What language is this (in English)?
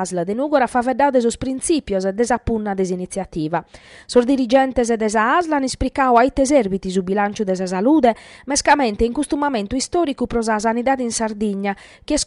Sardinian